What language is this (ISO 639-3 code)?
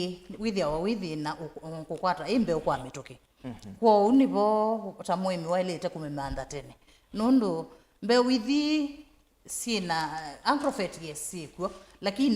kam